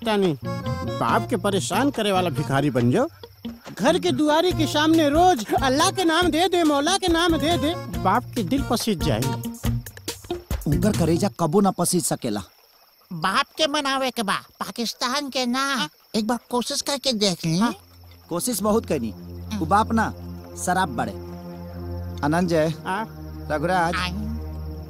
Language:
Bhojpuri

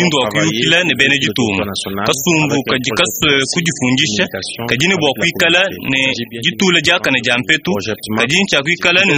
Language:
Luba-Lulua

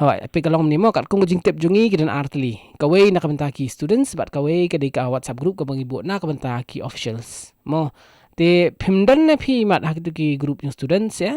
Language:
Khasi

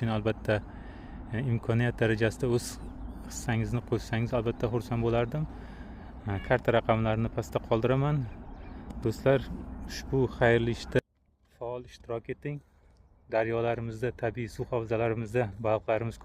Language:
Uzbek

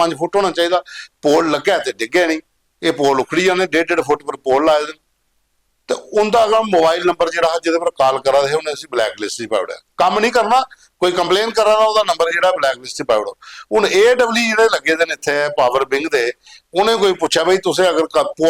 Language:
Dogri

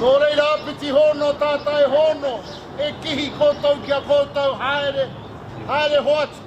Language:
Māori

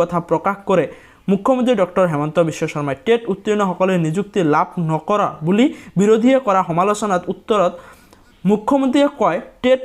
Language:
Assamese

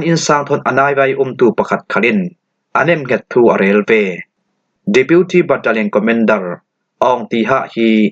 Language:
Falam Chin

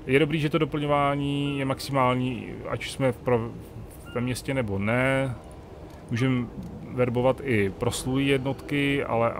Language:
Czech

